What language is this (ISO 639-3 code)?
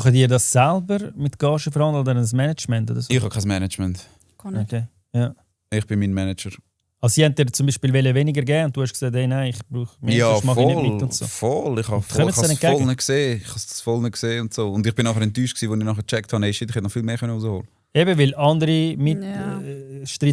gsw